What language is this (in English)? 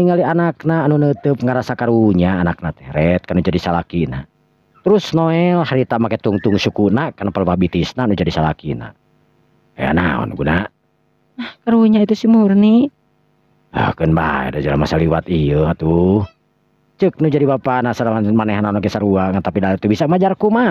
Sundanese